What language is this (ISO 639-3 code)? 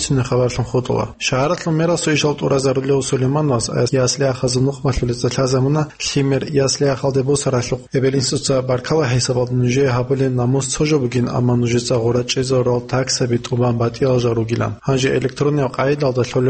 ava